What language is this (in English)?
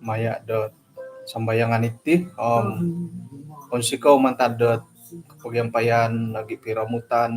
Central Dusun